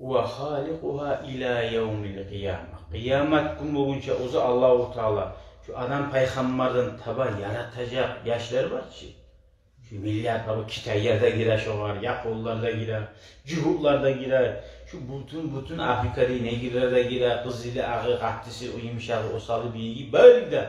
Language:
Kumyk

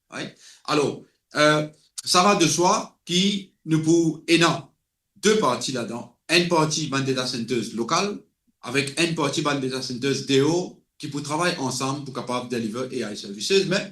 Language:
Morisyen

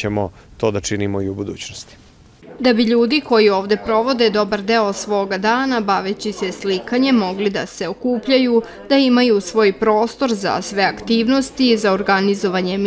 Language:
Serbian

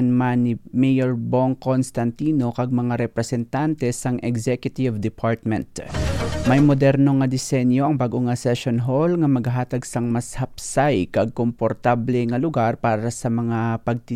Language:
Hiligaynon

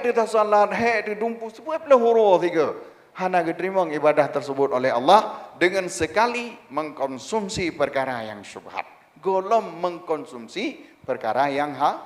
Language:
Achinese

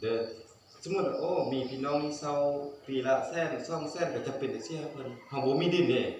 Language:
Lao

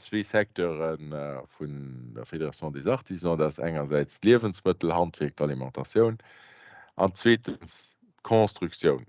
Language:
Luxembourgish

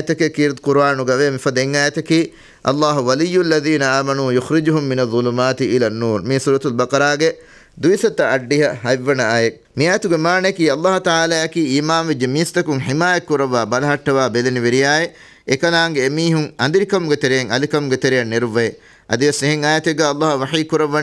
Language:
Divehi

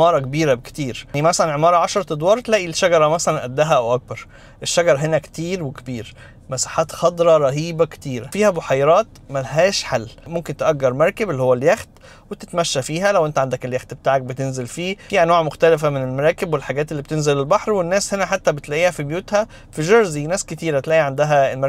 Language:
Egyptian Arabic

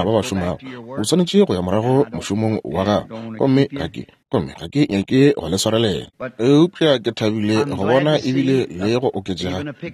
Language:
Northern Sotho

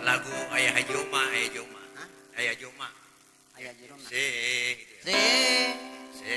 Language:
Betawi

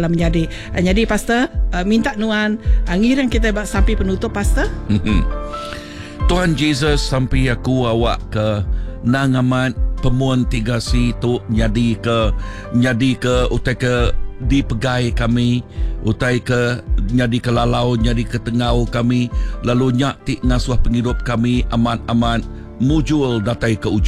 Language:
Iban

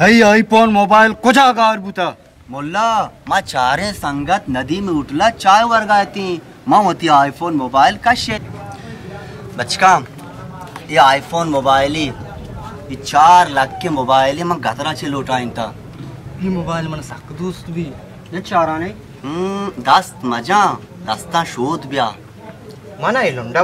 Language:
Baluchi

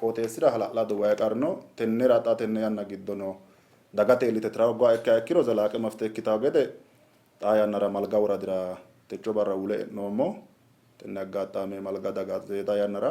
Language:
Sidamo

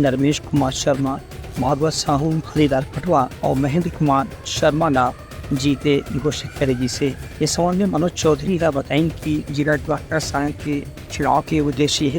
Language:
Chhattisgarhi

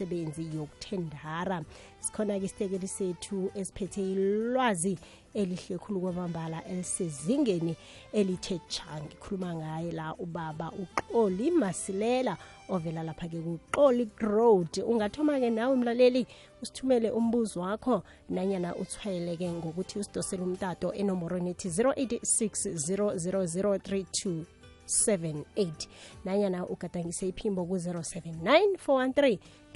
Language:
South Ndebele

